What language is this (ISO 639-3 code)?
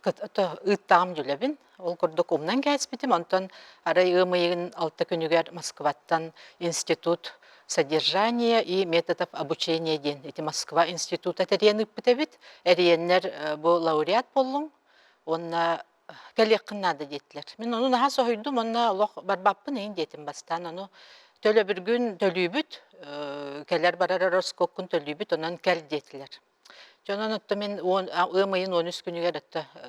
sah